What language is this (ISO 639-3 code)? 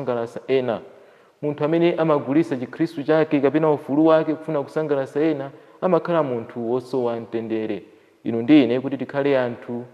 nya